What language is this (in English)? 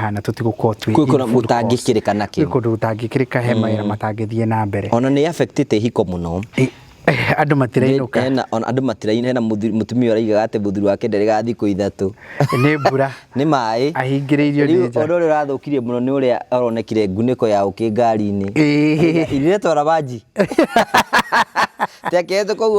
Kikuyu